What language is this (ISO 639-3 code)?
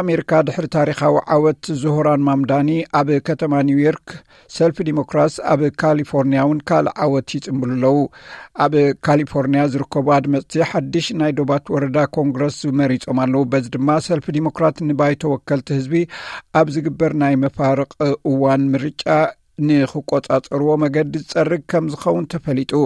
tir